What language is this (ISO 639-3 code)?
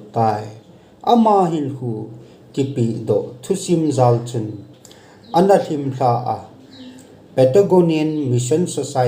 tcz